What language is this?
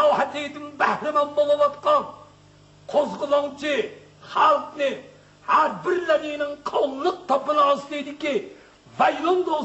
Uyghur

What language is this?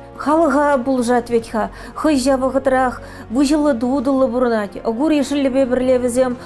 Chuvash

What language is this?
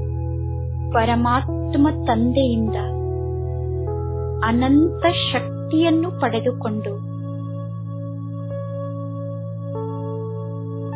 Kannada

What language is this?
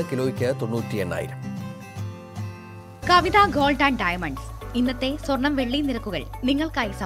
Malayalam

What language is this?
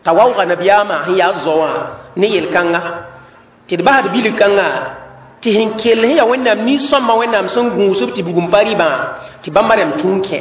Mossi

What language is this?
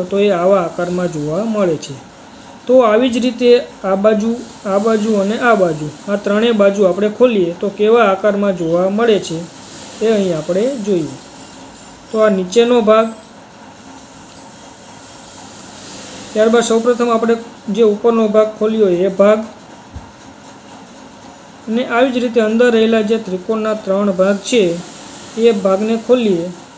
Gujarati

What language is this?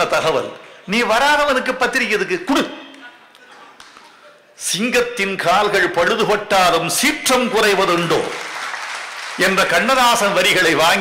Tamil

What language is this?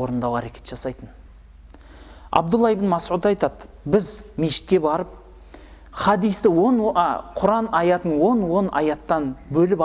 Kazakh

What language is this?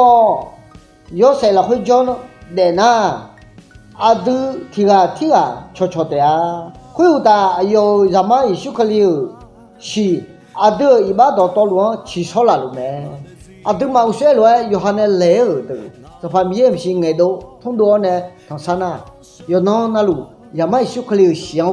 Akha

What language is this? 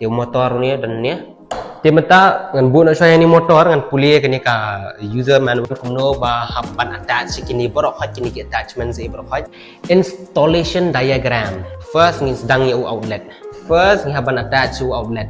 Khasi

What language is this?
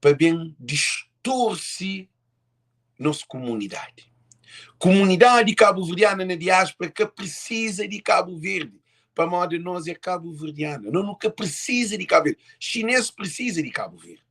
Kabuverdianu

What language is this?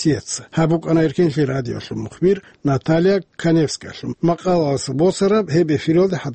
Avaric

